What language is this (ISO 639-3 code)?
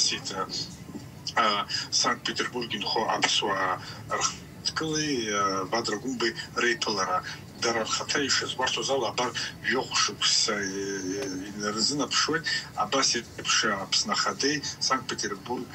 abk